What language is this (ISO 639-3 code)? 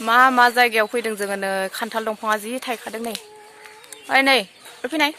brx